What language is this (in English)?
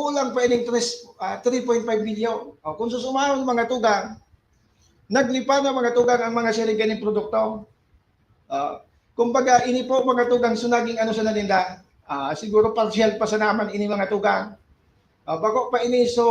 Bikol